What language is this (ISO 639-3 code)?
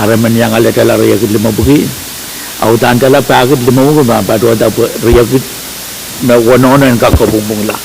pon